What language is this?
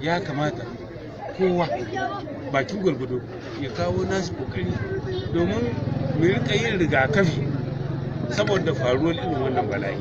Hausa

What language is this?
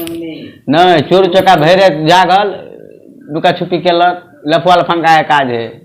Maithili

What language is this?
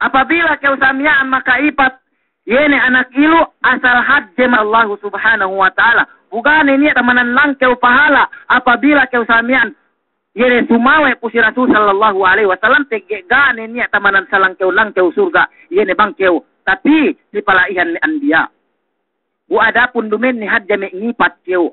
Yakan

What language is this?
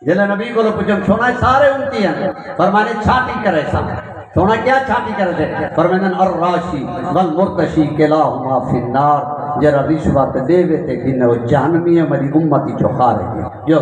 Saraiki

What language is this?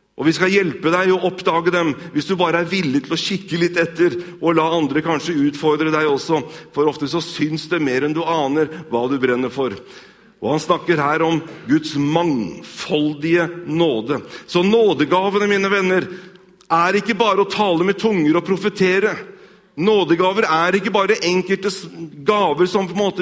Norwegian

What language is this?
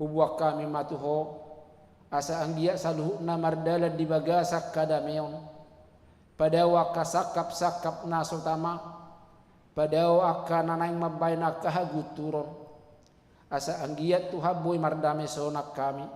Batak Toba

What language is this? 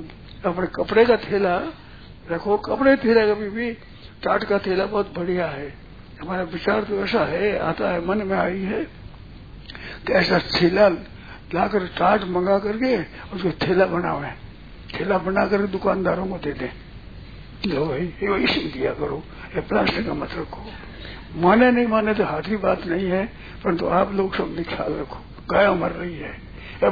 Hindi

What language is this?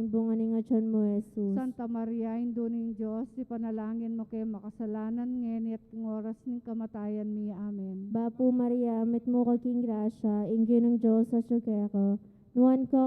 Pampanga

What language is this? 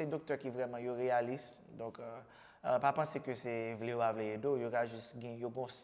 Haitian Creole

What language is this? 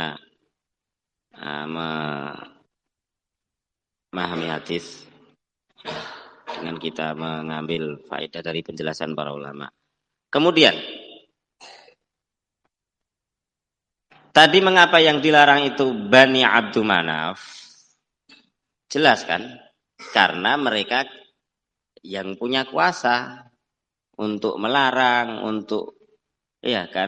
Indonesian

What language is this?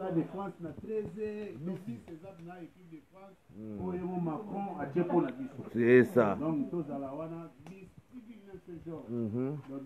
Lingala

